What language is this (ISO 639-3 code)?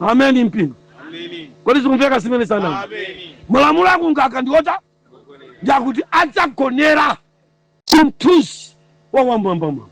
nya